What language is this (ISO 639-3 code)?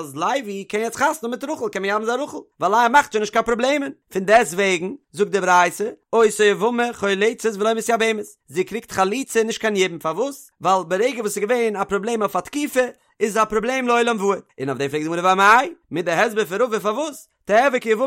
yid